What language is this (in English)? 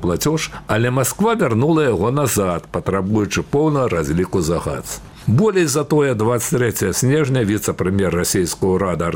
Belarusian